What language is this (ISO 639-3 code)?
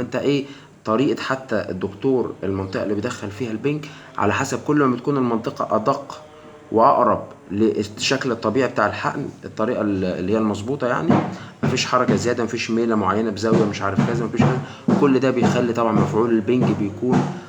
arz